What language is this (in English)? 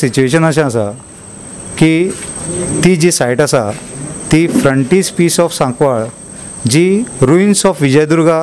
Konkani